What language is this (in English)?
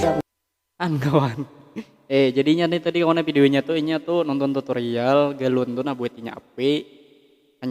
Banjar